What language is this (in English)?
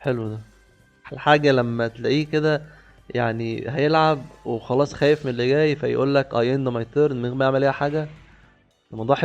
Egyptian Arabic